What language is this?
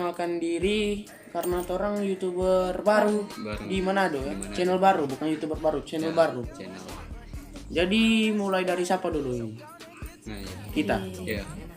Manado Malay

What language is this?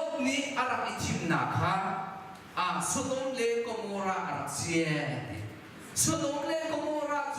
Hakha Chin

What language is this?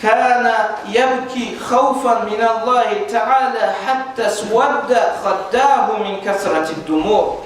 Kumyk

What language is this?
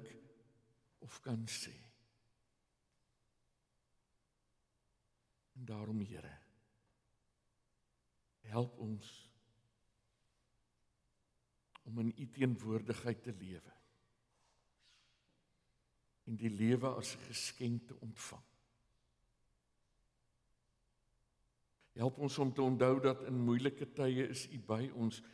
Afrikaans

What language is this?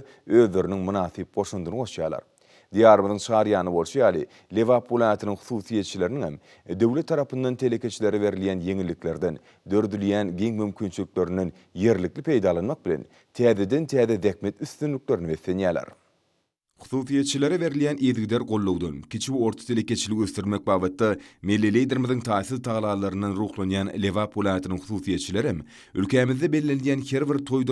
Turkmen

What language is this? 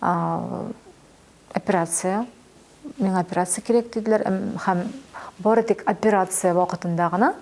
Tatar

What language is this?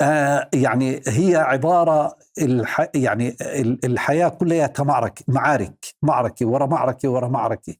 North Levantine Arabic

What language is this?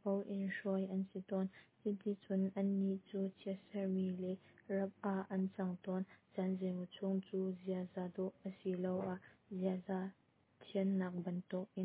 Hakha Chin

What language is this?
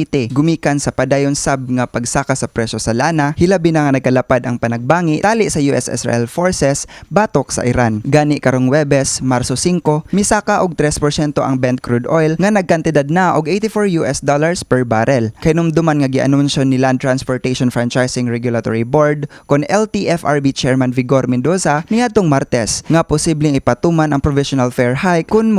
Cebuano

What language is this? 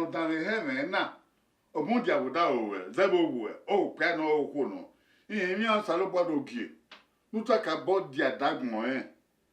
Bini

